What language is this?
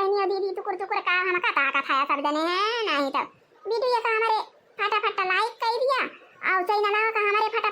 Awadhi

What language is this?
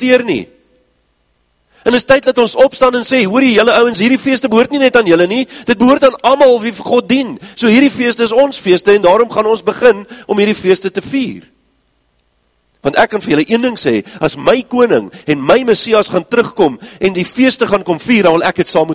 Afrikaans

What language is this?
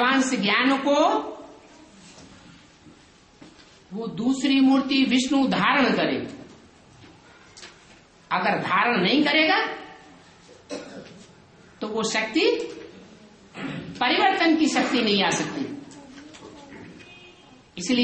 Hindi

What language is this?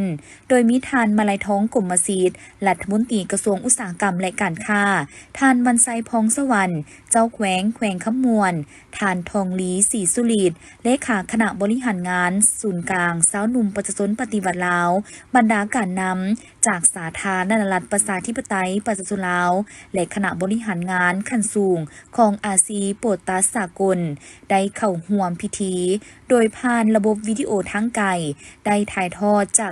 Lao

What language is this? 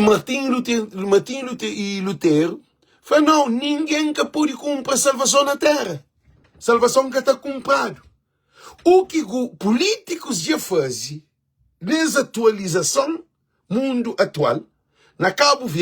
Kabuverdianu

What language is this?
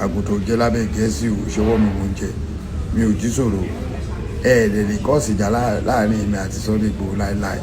Yoruba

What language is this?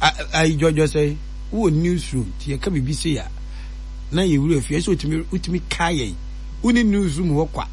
Akan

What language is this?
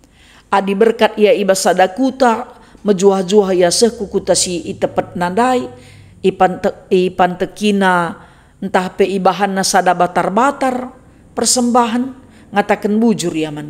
Batak Karo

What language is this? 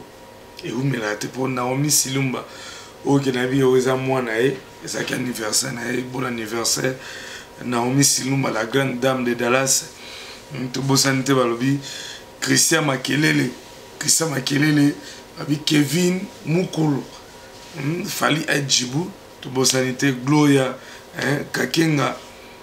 Lingala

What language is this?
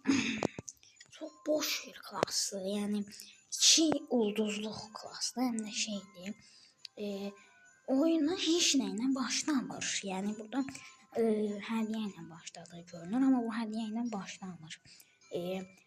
Azerbaijani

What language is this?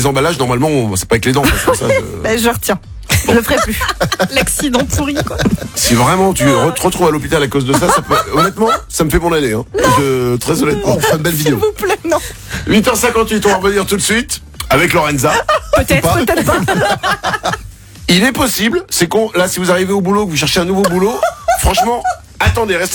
French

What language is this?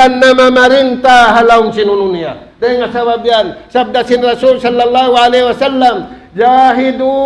Tausug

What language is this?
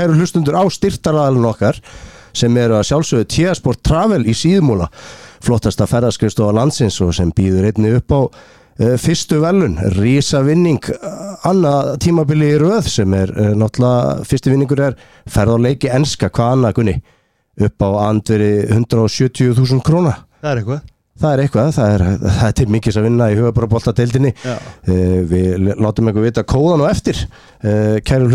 Icelandic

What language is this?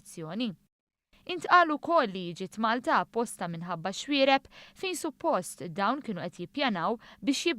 Maltese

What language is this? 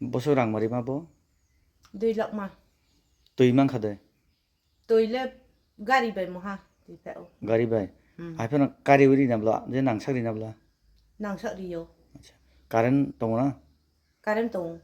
Kok Borok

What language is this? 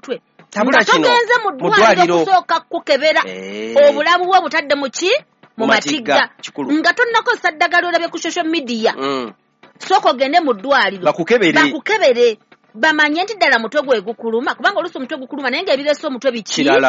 Ganda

